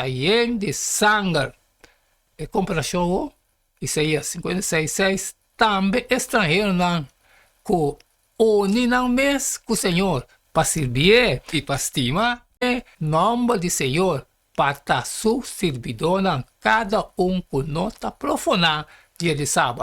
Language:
Papiamento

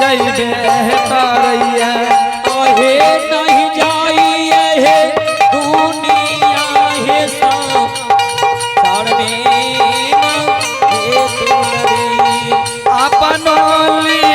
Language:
Angika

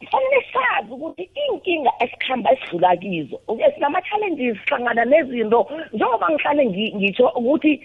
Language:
South Ndebele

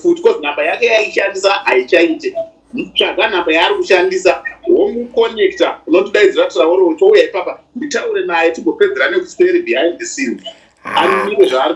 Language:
Shona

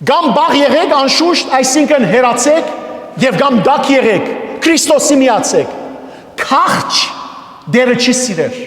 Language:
Western Armenian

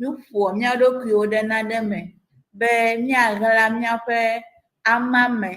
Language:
Ewe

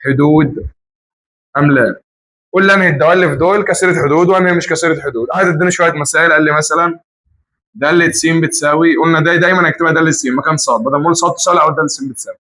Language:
Egyptian Arabic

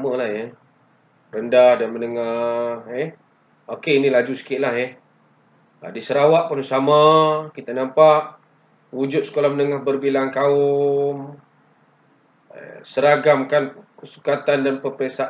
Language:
Malay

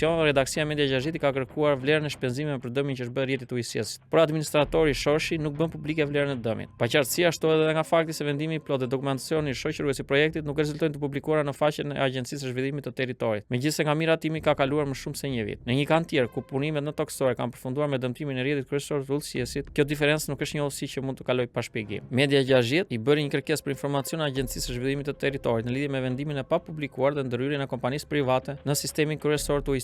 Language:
Albanian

